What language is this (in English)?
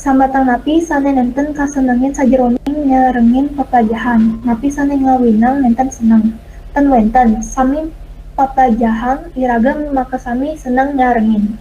Balinese